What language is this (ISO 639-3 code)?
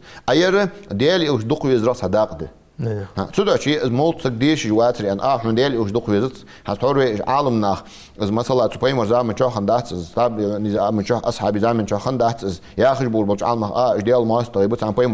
inh